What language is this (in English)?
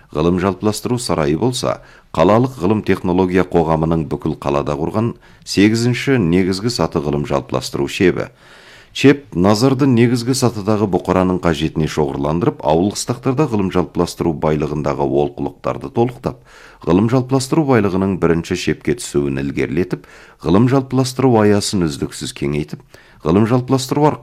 Kazakh